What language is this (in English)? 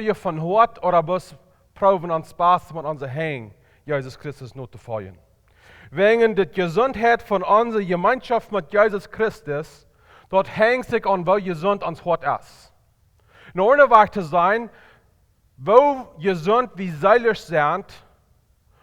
Plautdietsch